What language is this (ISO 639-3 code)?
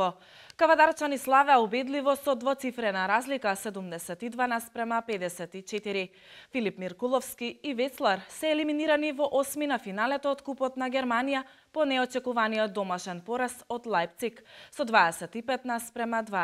mkd